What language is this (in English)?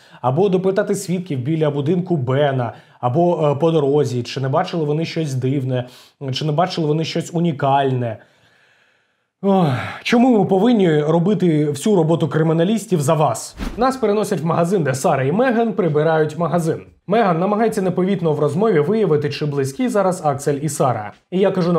Ukrainian